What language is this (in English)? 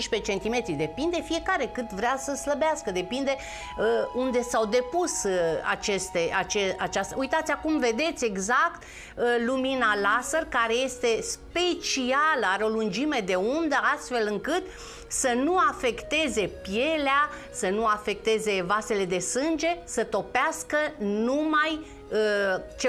Romanian